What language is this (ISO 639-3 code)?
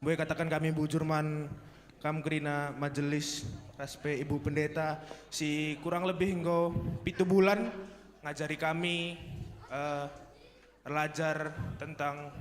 btx